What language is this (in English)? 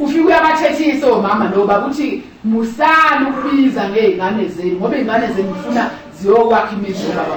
Zulu